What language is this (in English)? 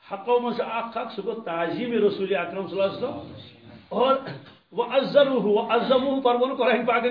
Kashmiri